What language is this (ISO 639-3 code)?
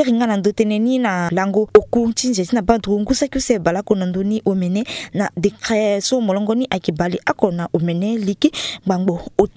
sag